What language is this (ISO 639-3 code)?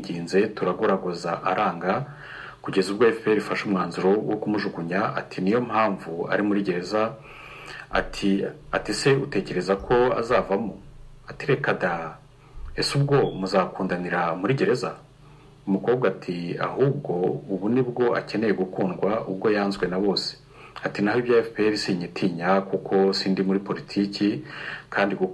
kin